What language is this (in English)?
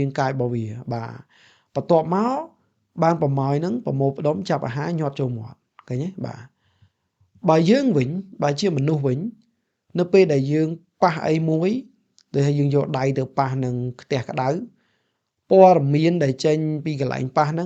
Khmer